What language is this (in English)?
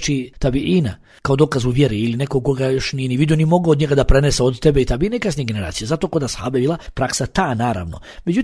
Bosnian